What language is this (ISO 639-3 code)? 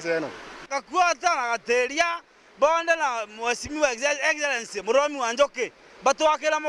mer